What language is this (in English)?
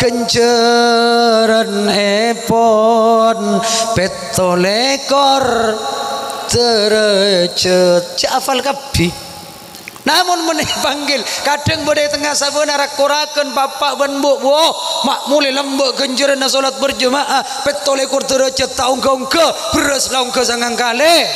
Madurese